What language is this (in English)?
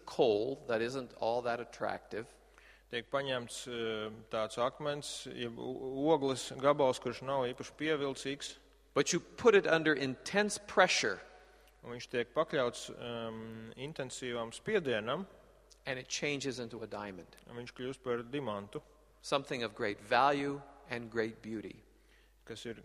Latvian